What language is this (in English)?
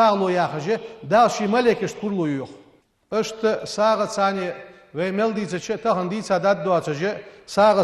Ingush